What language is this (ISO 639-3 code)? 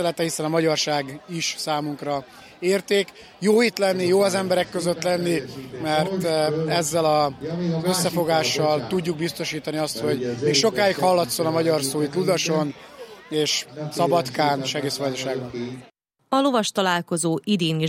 hun